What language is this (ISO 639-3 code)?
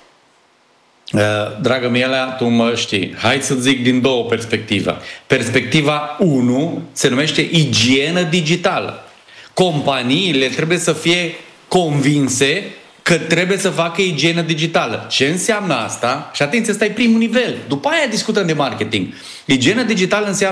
ron